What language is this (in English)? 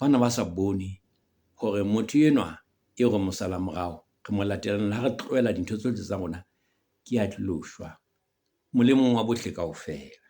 Southern Sotho